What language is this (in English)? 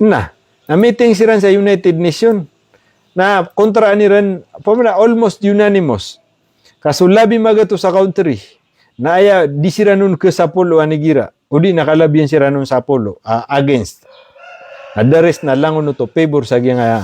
Maranao